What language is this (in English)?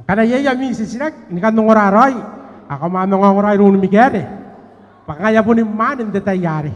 Gilbertese